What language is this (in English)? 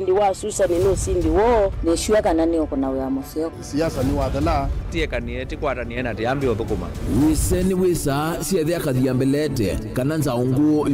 Kamba